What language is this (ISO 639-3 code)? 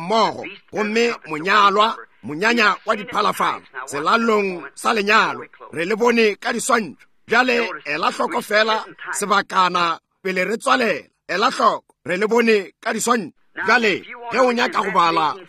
nso